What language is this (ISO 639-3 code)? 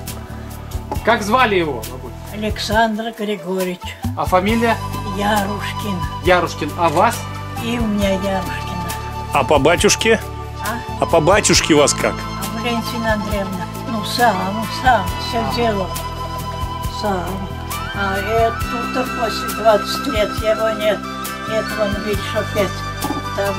rus